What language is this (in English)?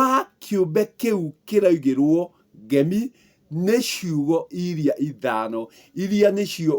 Kikuyu